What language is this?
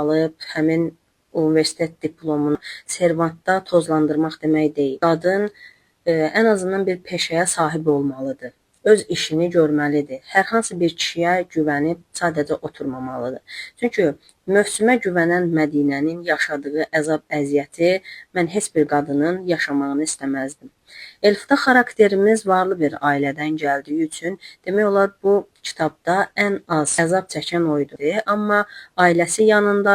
Azerbaijani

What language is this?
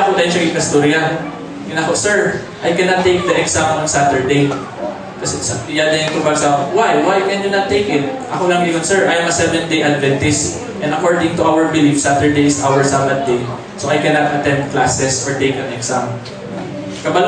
Cebuano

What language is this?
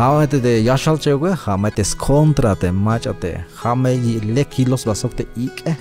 Tzeltal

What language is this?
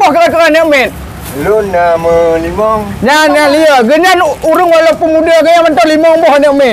Achinese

